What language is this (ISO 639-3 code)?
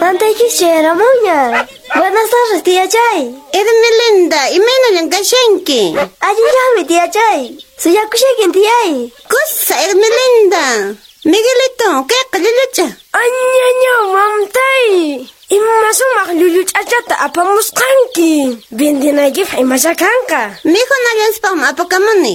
que